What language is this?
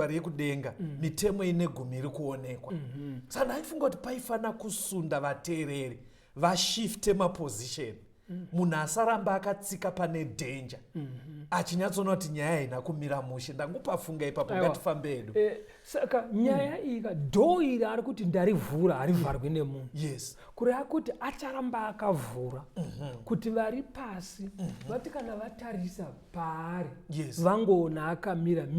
Shona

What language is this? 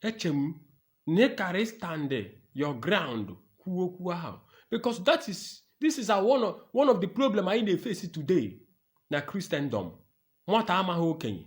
Igbo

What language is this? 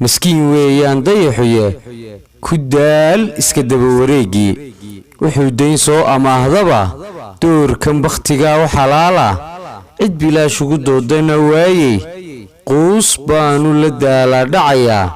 Somali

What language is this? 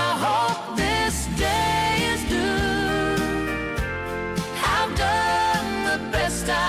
Gilbertese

